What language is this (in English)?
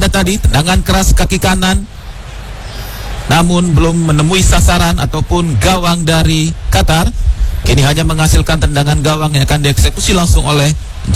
Indonesian